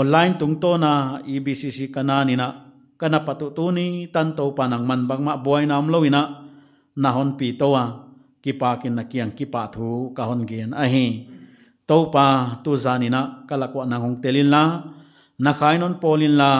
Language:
Paite Chin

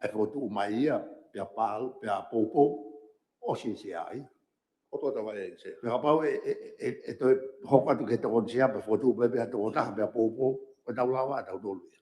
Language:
Tongan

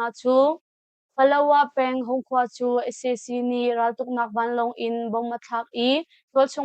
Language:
Hakha Chin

